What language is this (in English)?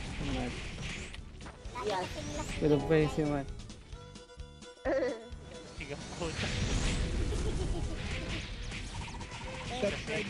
Filipino